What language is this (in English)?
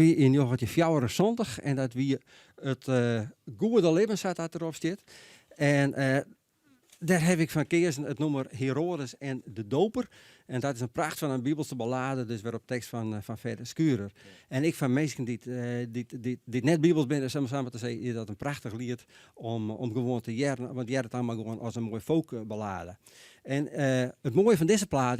Western Frisian